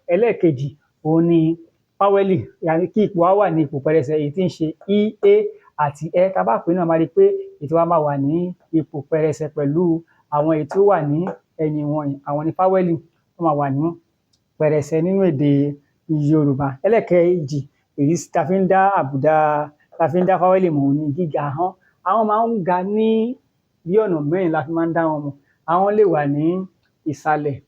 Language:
Yoruba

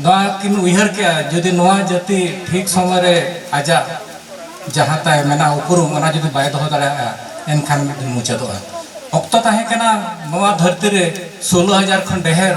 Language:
Santali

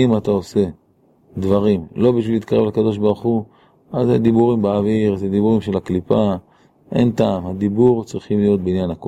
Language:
Hebrew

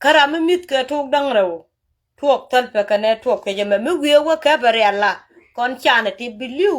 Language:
Nuer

